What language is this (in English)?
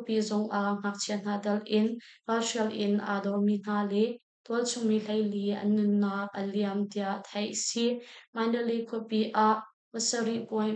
Hakha Chin